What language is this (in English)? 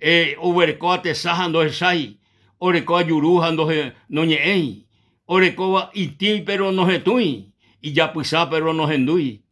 Guarani